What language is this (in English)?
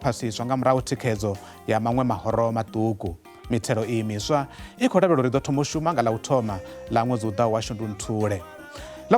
Venda